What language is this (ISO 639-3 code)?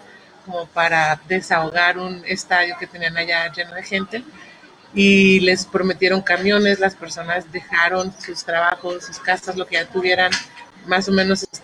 spa